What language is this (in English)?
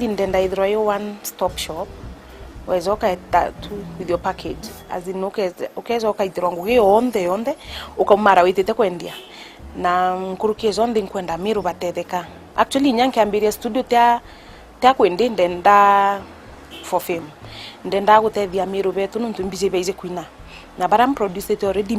Meru